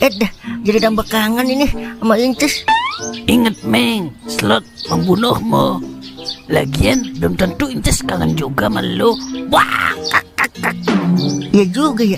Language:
Betawi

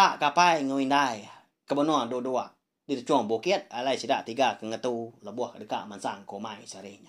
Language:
Iban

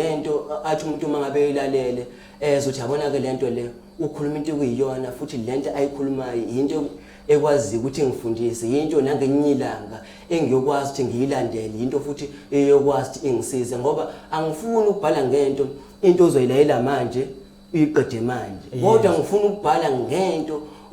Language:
Zulu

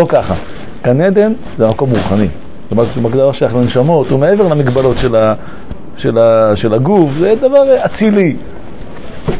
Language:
Hebrew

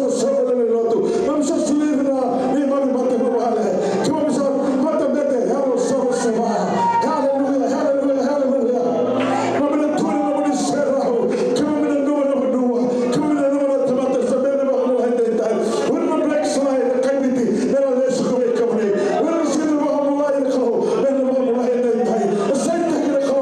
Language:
Fijian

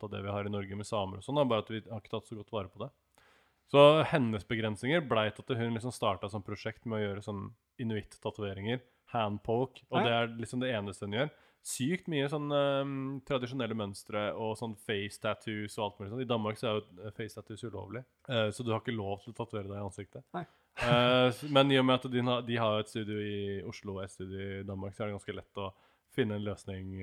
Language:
Norwegian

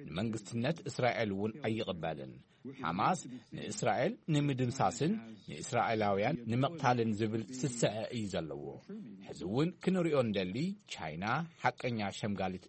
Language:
Tigrinya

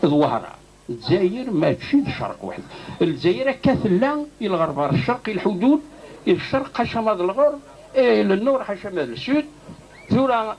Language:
Kabyle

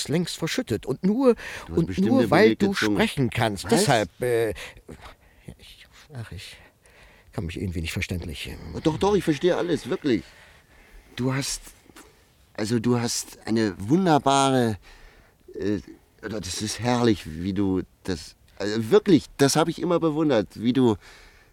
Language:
German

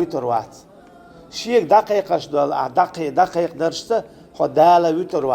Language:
Chechen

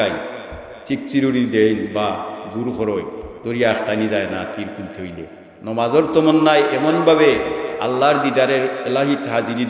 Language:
Sylheti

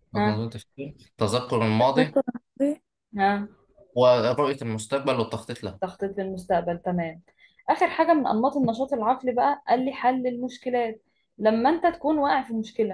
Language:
Egyptian Arabic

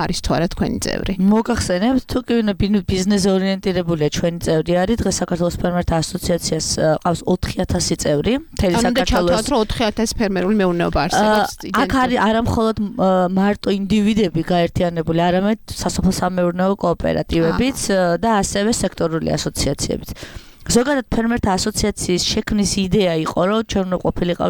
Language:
Georgian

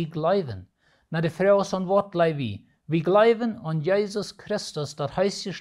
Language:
Plautdietsch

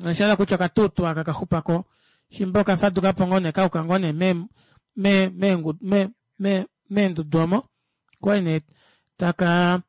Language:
Kuanyama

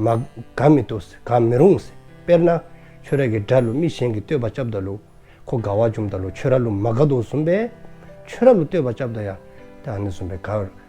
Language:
Dzongkha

